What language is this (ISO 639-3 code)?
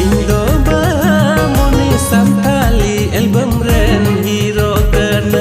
sat